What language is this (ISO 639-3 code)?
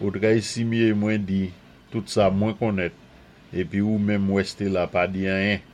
acf